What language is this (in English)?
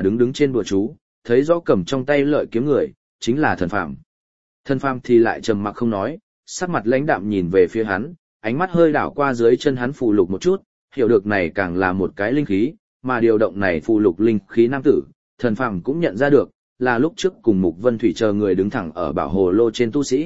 Vietnamese